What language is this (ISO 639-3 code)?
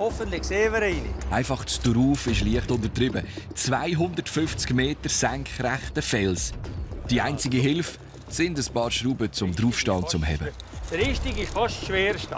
gsw